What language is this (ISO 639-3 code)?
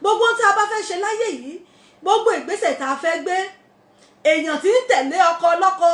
yor